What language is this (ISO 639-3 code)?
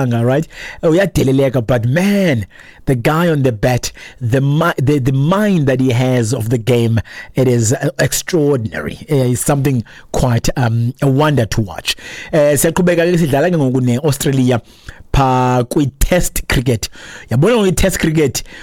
xho